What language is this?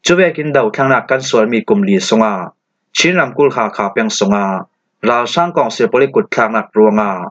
Falam Chin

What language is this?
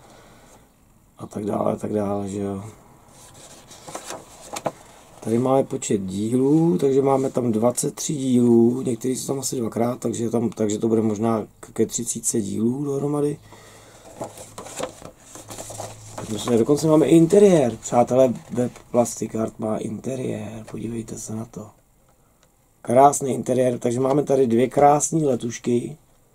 Czech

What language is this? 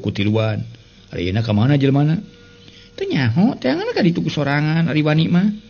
Sundanese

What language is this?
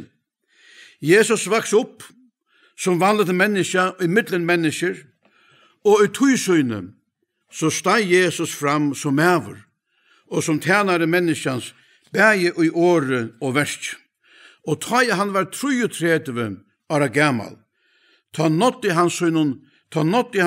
Faroese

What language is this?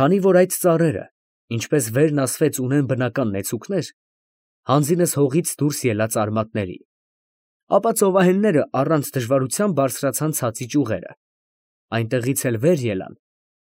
Armenian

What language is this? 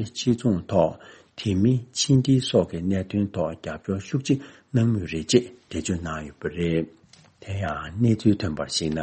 Tibetan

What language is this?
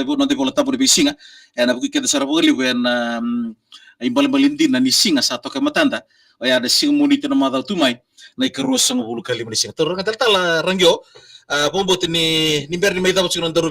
Fijian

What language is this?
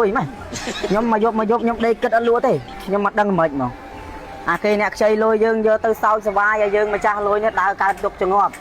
Khmer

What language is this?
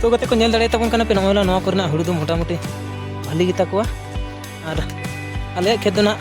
Santali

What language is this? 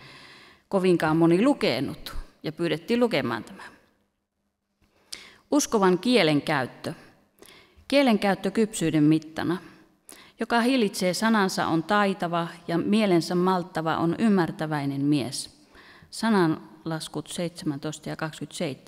Finnish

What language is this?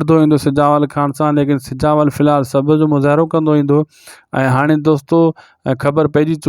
Sindhi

